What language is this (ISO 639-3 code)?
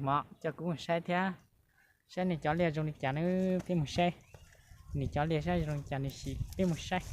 hmn